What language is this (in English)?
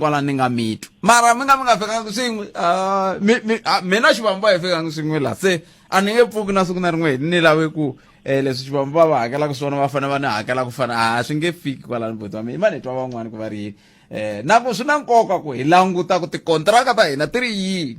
Tsonga